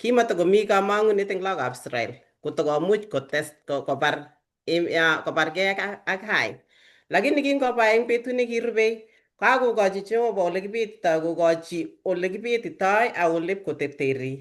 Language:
Kalenjin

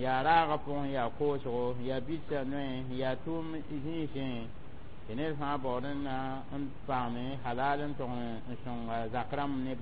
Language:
Mossi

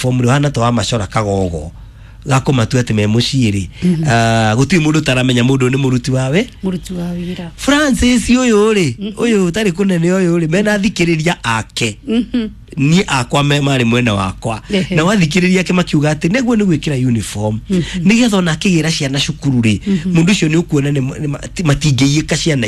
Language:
Kikuyu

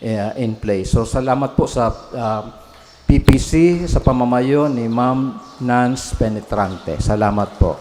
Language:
Bikol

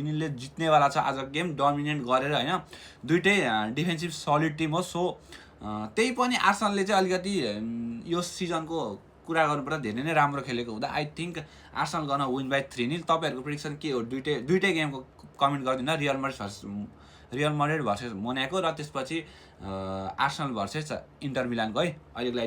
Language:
Nepali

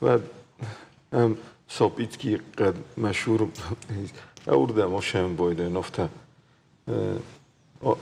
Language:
Ossetic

